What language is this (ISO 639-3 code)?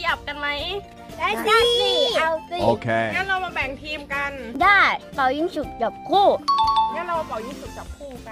tha